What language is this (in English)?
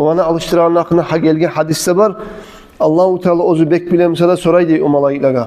Kumyk